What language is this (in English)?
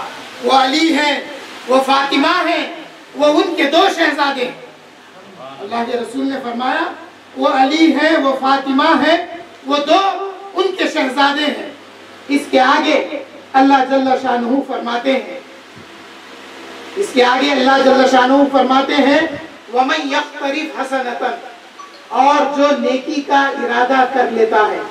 Urdu